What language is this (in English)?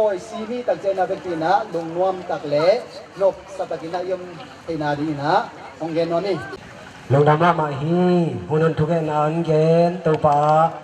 Tedim Chin